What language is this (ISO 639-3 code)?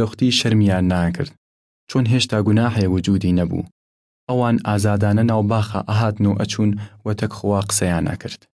sdh